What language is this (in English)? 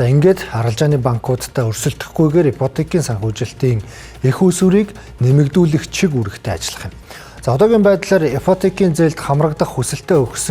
Mongolian